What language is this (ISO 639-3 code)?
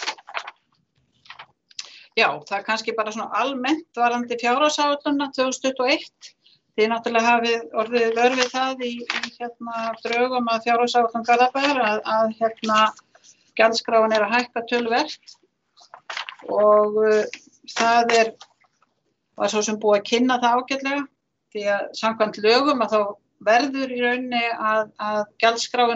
isl